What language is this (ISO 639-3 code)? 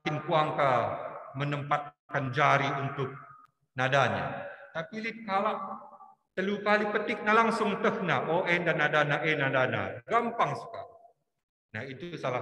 btx